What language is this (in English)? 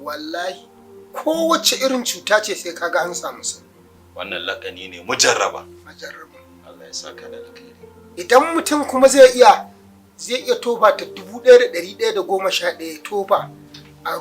Hausa